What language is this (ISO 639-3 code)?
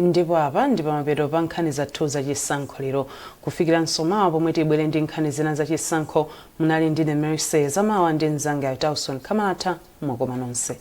nya